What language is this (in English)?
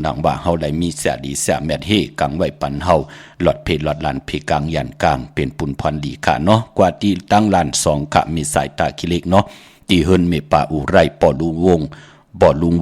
Shan